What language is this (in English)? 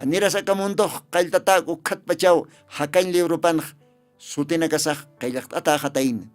Aymara